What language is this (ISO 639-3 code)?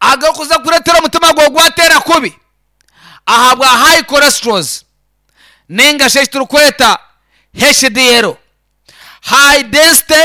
nyn